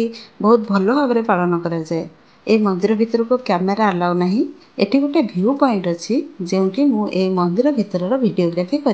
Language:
Odia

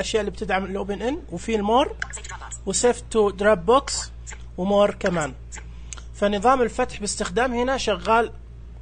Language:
Najdi Arabic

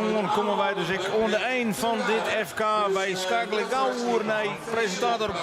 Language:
Western Frisian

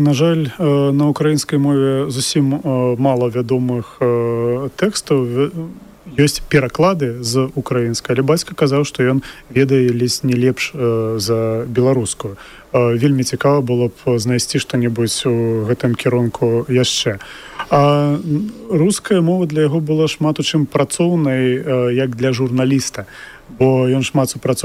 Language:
Belarusian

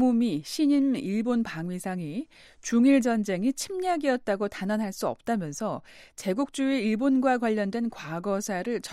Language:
Korean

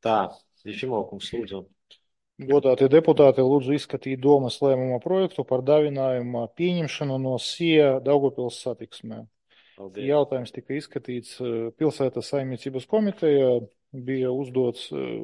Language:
Latvian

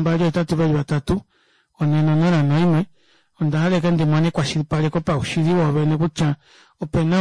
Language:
Kuanyama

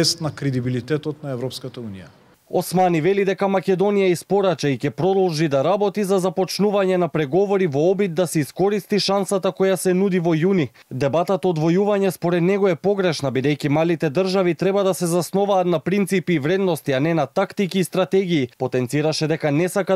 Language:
Macedonian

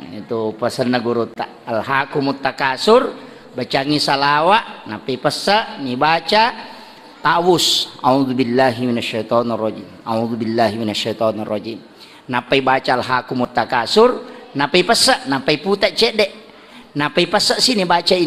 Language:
Buginese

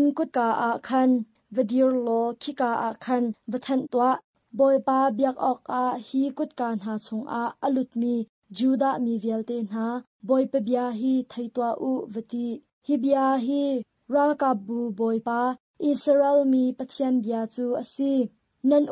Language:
Hakha Chin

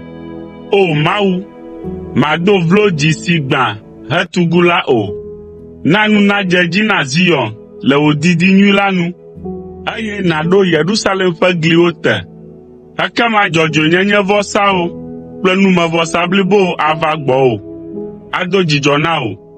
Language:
Ewe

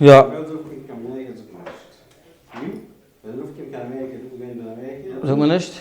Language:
Yiddish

